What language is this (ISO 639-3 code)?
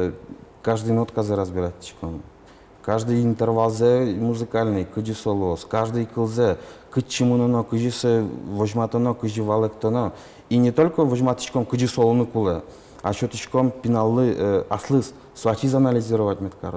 udm